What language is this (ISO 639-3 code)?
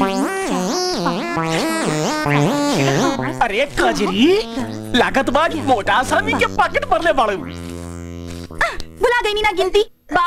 bho